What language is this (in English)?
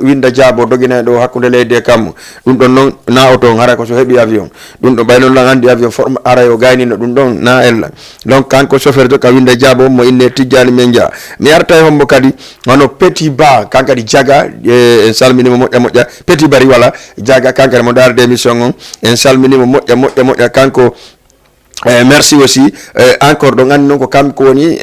Fula